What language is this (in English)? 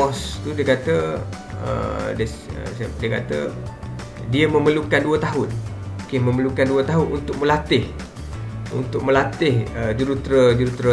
Malay